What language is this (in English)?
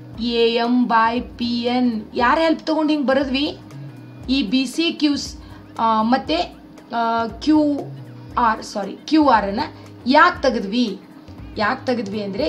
Kannada